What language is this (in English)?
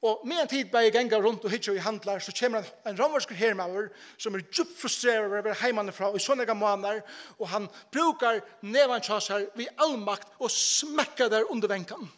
Faroese